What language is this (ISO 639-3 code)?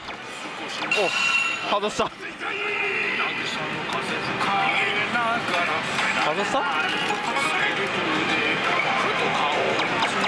jpn